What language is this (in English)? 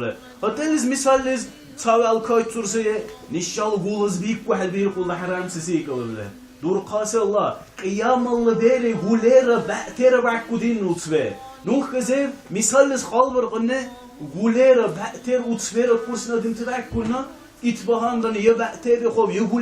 Dargwa